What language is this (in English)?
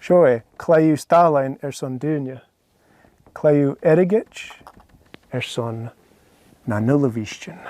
Scottish Gaelic